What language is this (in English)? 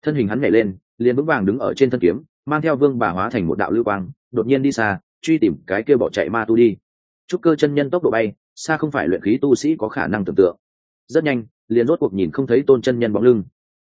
Vietnamese